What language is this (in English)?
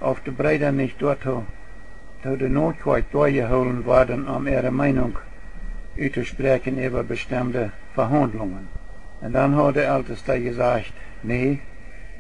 Plautdietsch